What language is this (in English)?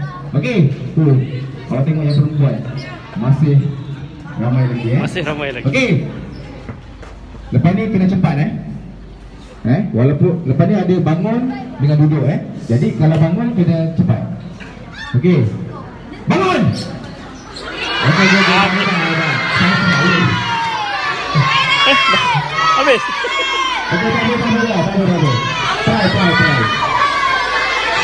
Malay